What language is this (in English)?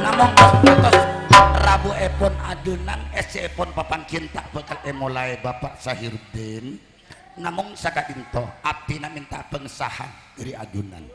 Madurese